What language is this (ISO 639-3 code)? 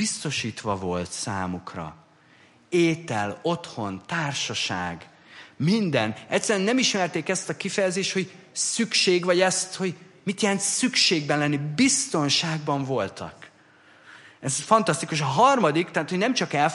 hun